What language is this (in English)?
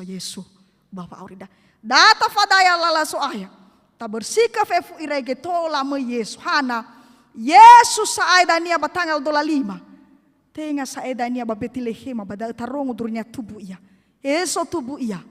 Nias